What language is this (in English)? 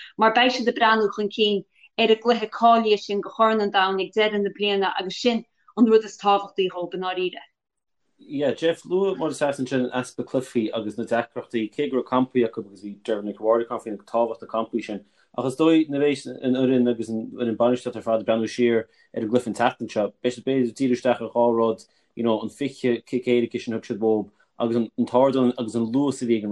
Irish